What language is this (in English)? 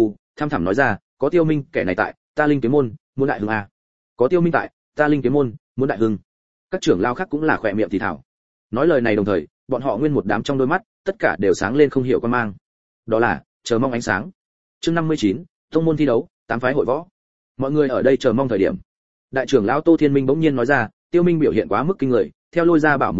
Vietnamese